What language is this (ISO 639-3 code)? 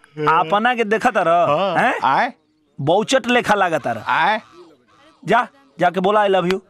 bho